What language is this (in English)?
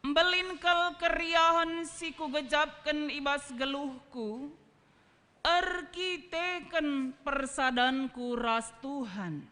Batak Karo